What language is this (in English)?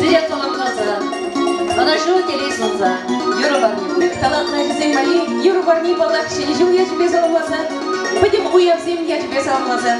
Chuvash